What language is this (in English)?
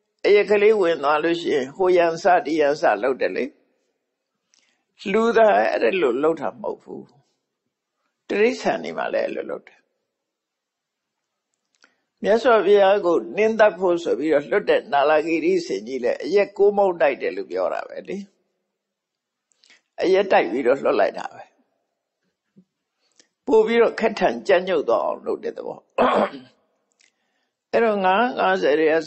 Burmese